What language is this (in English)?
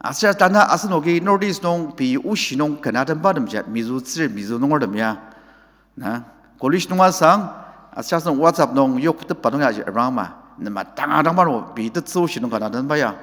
Ao Naga